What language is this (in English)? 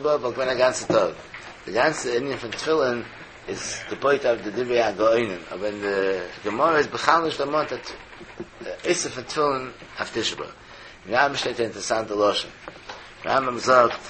Yiddish